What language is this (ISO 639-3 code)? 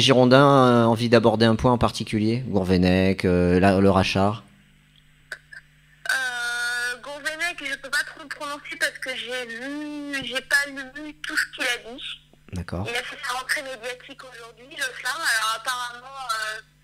fra